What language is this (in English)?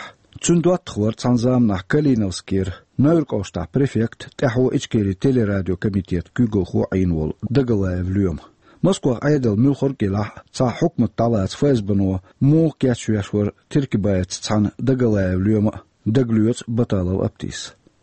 Chechen